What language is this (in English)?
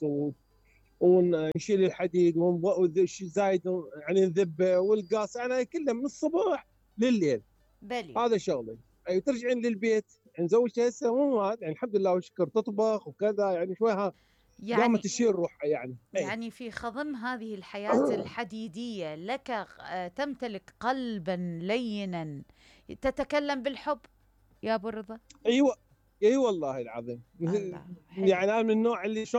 Mesopotamian Arabic